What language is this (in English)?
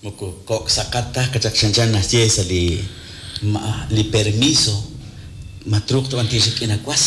Kekchí